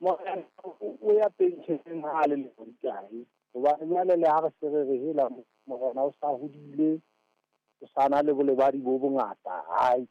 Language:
Southern Sotho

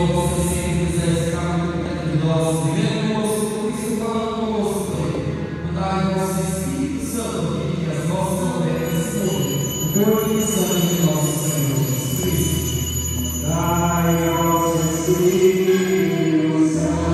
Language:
Portuguese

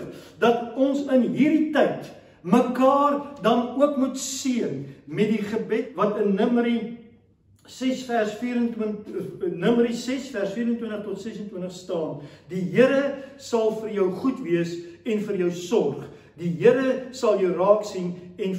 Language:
Afrikaans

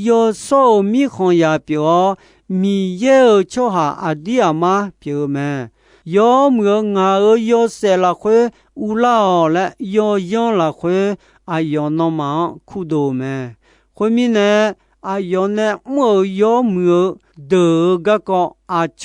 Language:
Akha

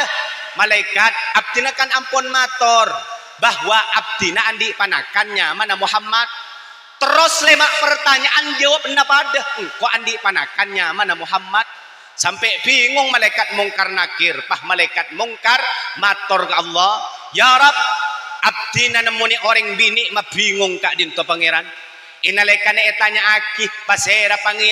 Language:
Madurese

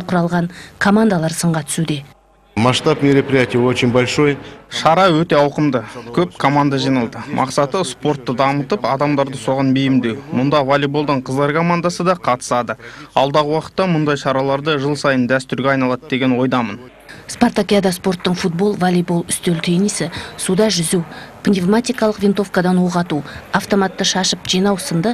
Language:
Kazakh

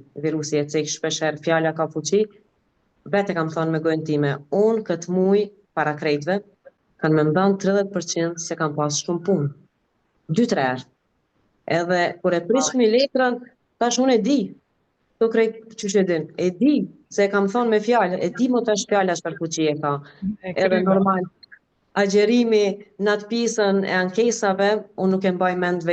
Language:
Albanian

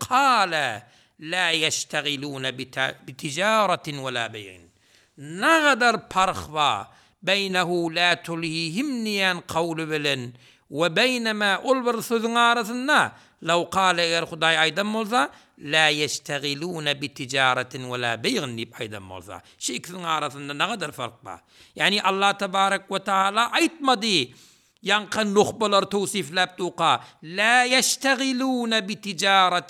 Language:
Turkmen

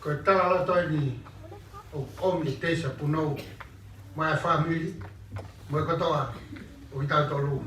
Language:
Tongan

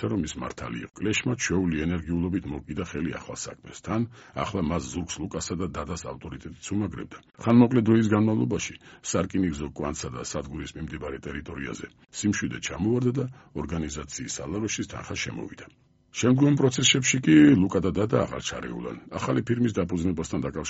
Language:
Georgian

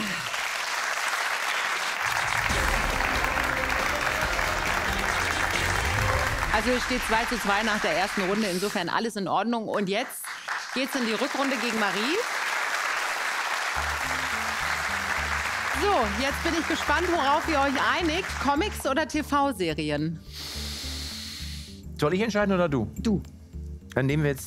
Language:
German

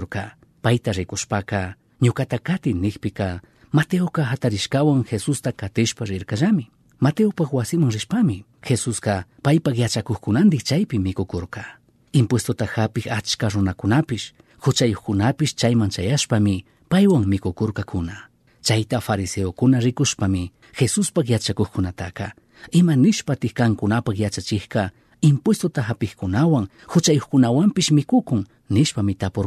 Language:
Chimborazo Highland Quichua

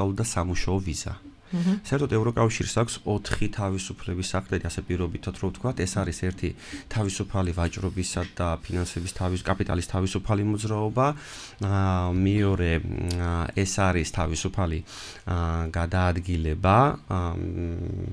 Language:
Georgian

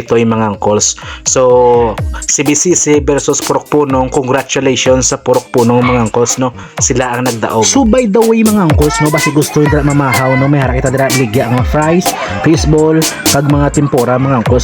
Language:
Hiligaynon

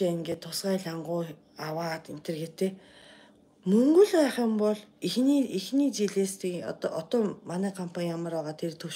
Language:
Mongolian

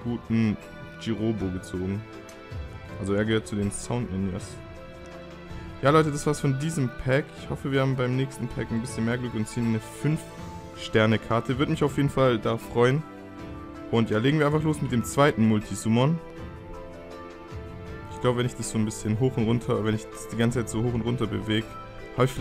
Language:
German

